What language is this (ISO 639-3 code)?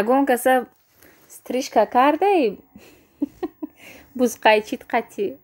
tgk